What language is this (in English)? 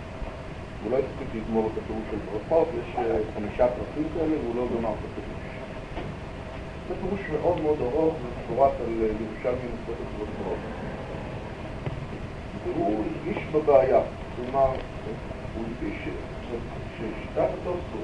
Hebrew